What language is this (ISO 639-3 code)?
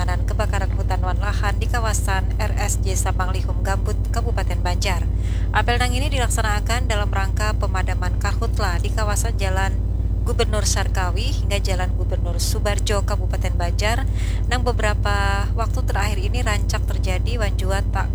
bjn